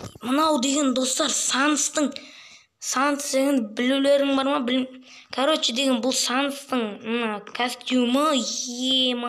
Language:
Kazakh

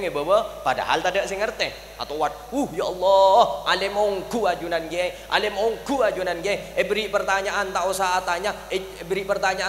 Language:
Madurese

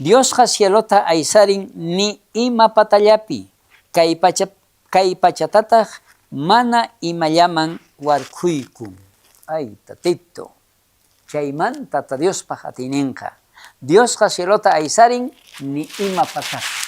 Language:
South Bolivian Quechua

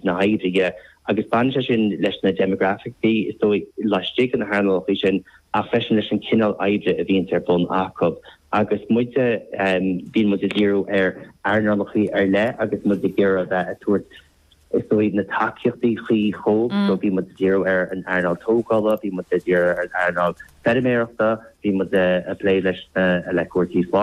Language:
Irish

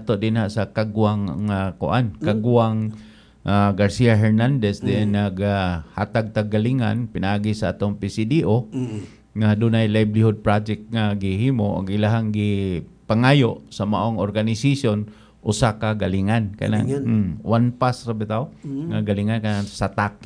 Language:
Cebuano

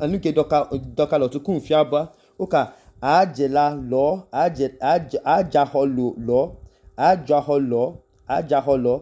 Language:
Idoma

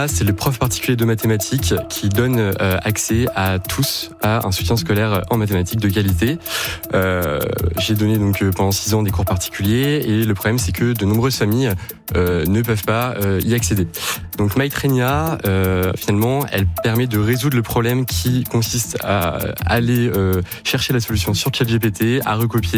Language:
French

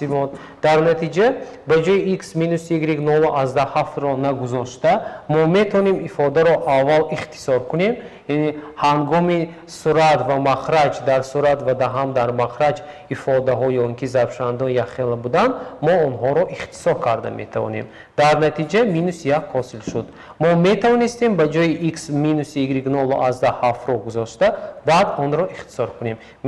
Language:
Tajik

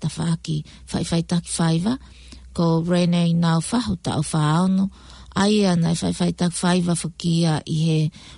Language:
Tongan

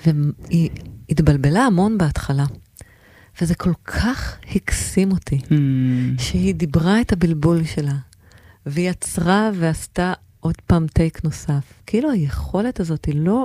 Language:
Hebrew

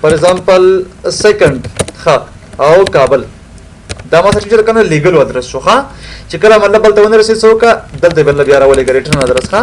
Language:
Pashto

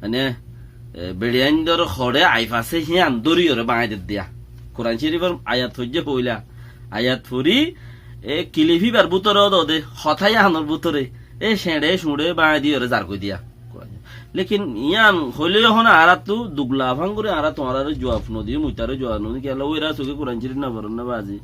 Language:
Rohingya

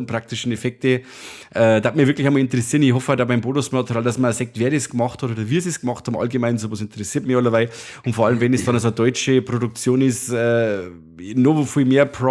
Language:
Bavarian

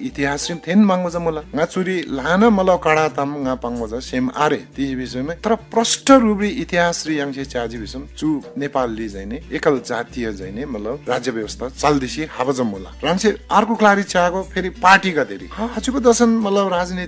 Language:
Eastern Tamang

